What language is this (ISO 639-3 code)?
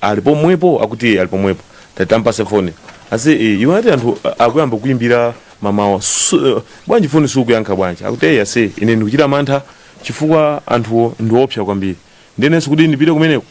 nya